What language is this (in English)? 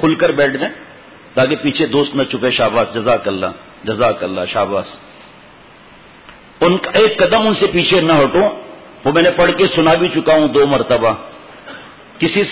Urdu